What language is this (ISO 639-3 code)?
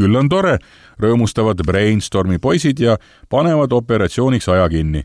est